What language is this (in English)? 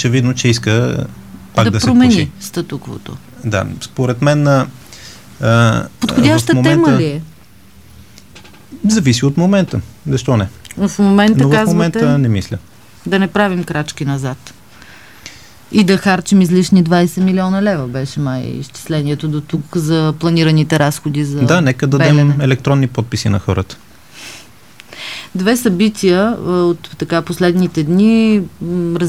Bulgarian